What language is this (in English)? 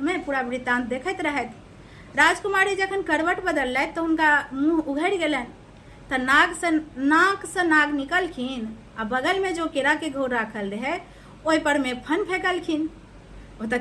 Maithili